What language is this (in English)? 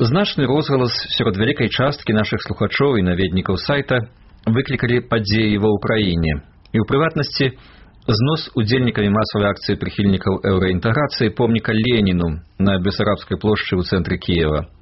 Belarusian